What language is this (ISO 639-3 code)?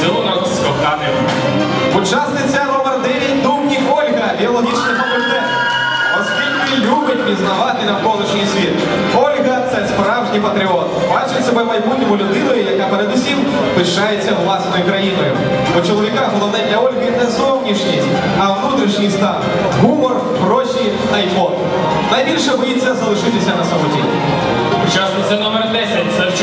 ukr